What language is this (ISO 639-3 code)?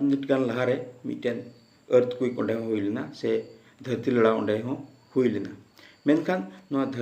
sat